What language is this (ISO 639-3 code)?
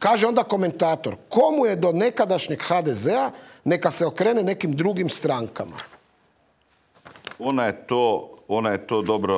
hrv